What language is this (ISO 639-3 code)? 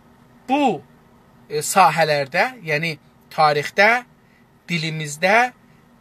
azb